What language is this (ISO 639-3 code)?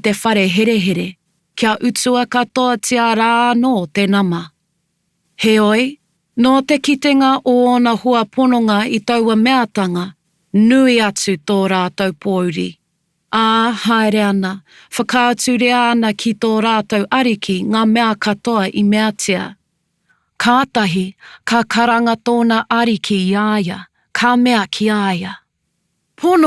mri